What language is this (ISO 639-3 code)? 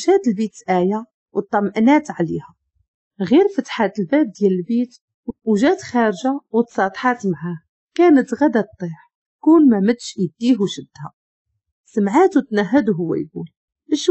ary